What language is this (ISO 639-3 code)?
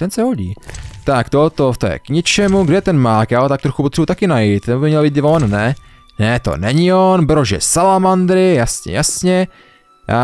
ces